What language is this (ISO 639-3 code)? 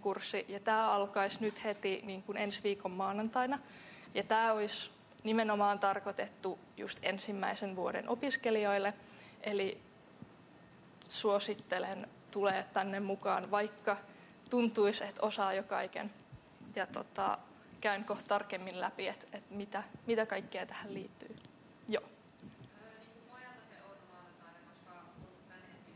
fin